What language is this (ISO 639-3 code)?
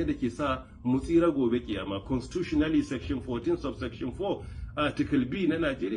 hau